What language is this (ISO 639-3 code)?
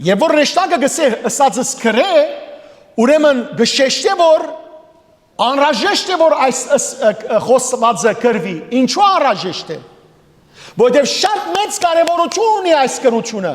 hyw